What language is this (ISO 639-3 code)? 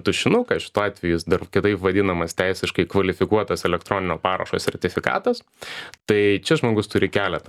lit